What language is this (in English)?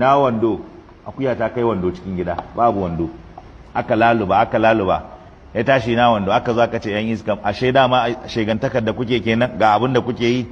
Hausa